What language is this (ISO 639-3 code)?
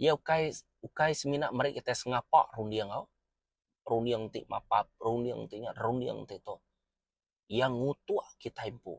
iba